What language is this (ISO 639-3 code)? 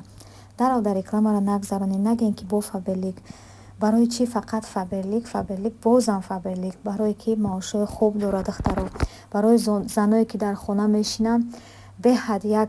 tgk